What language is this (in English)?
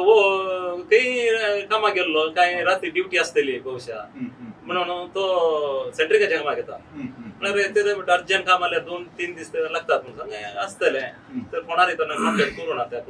Konkani